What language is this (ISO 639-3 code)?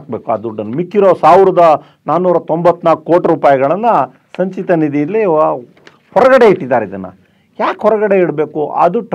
kan